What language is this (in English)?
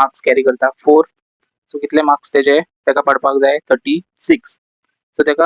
Konkani